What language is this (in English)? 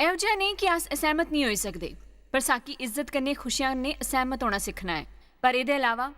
Dogri